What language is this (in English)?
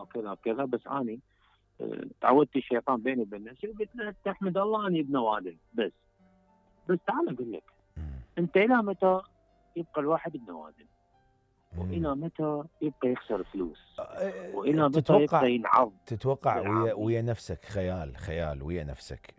Mesopotamian Arabic